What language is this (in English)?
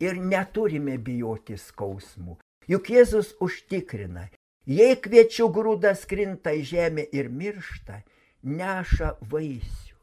Lithuanian